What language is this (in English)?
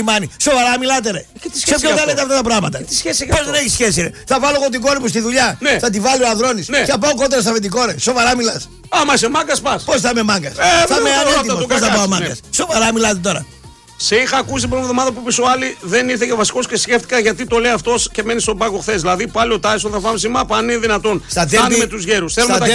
Greek